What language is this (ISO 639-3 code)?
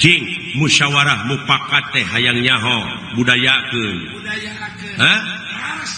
sun